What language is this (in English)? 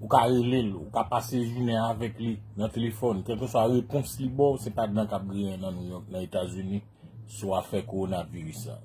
Haitian Creole